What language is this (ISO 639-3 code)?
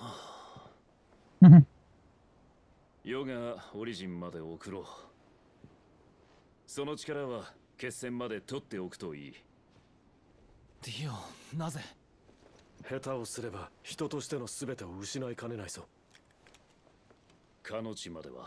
jpn